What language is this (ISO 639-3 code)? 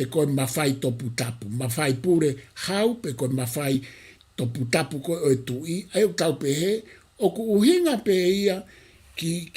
ton